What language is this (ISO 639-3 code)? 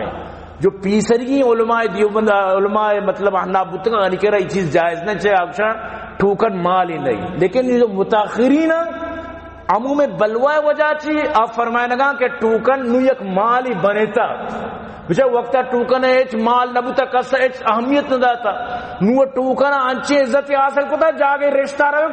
bal